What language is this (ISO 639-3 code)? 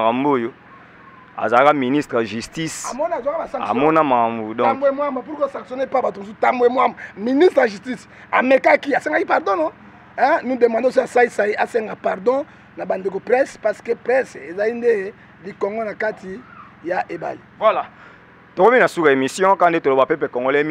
lin